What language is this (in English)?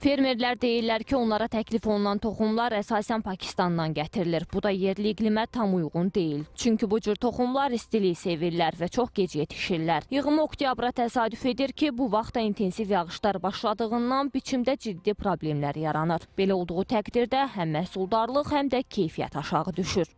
Azerbaijani